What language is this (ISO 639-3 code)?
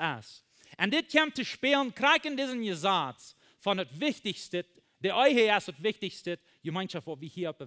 pdt